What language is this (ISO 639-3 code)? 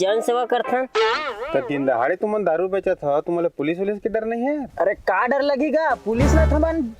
hne